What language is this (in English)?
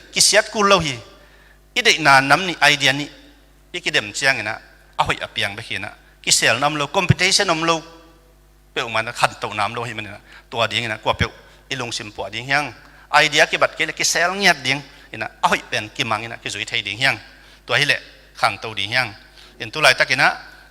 Tedim Chin